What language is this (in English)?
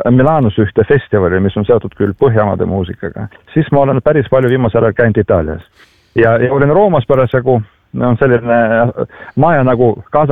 Estonian